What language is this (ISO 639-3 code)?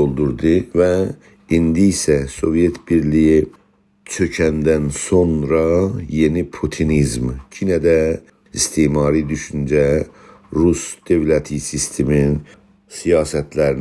azb